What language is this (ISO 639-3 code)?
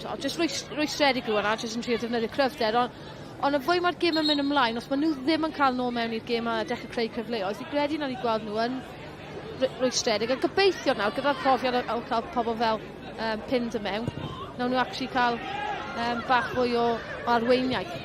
cym